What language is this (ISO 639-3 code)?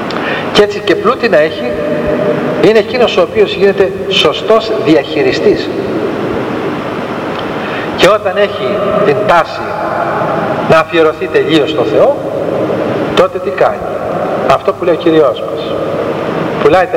ell